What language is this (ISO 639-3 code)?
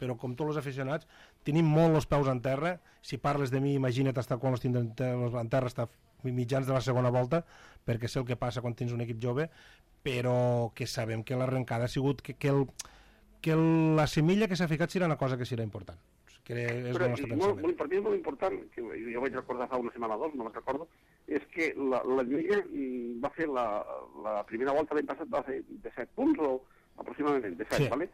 cat